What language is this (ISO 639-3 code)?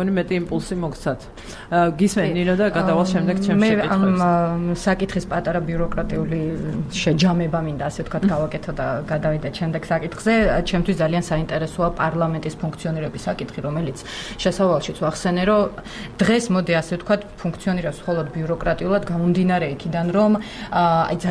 kat